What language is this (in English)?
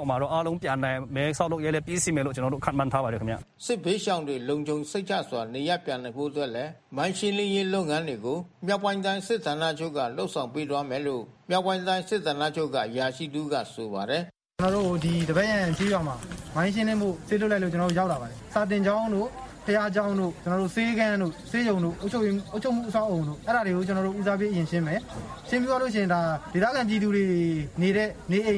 Burmese